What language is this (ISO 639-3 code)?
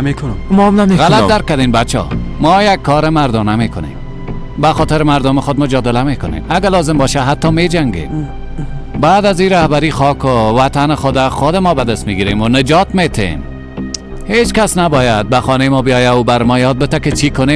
fas